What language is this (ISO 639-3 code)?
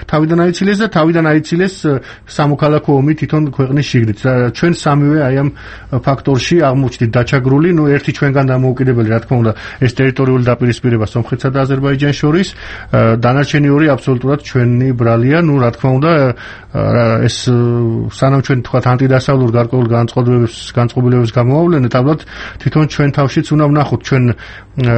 kat